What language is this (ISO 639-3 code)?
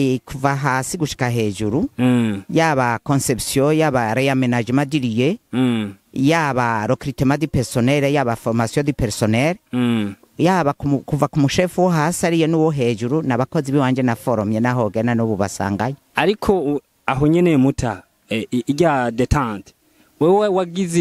run